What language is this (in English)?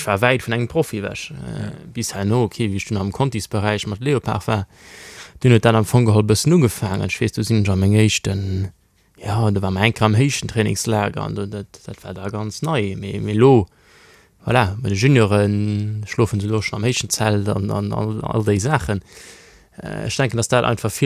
Luxembourgish